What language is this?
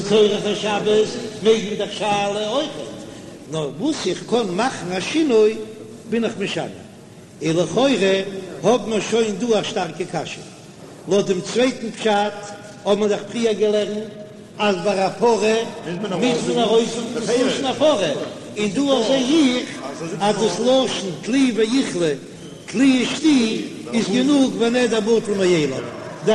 Yiddish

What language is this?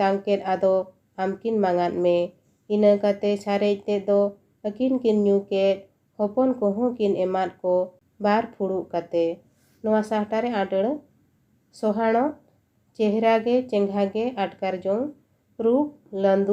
Santali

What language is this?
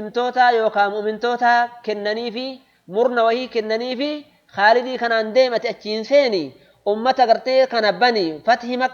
Oromo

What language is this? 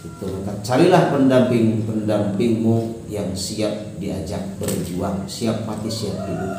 Sundanese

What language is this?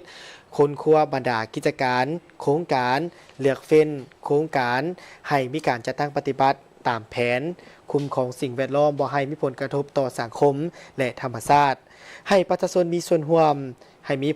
Lao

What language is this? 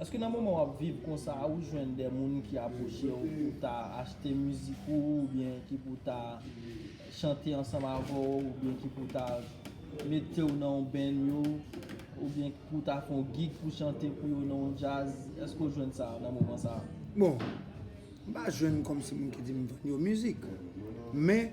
Haitian Creole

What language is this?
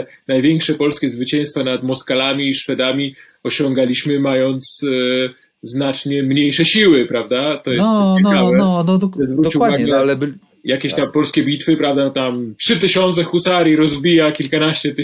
Polish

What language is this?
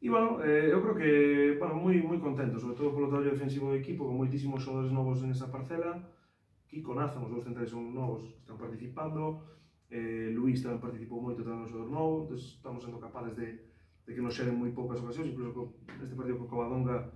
Galician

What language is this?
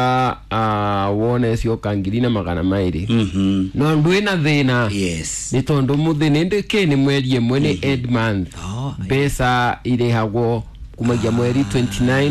Kikuyu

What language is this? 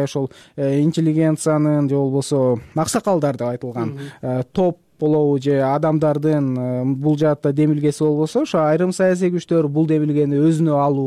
Kyrgyz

